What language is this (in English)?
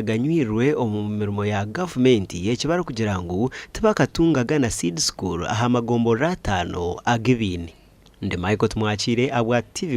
Nyankole